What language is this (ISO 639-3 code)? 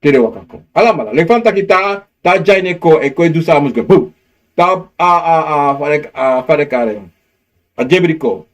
srn